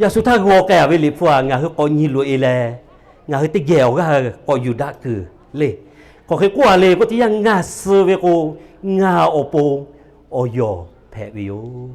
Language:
Lahu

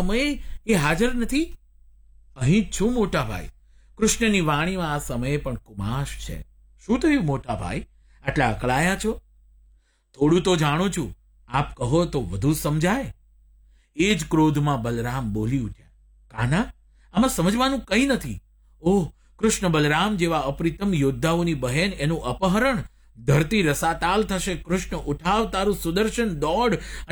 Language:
Gujarati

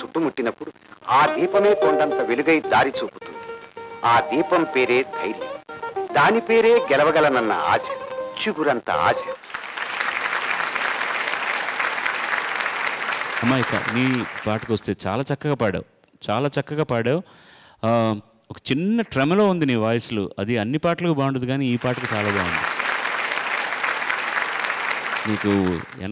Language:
Telugu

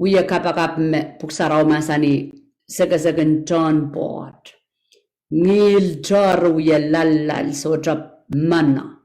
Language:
Pohnpeian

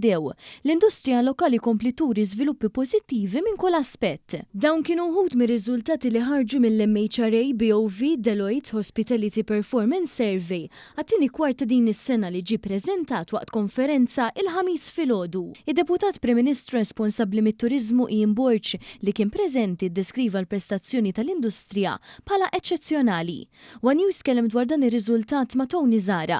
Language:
Maltese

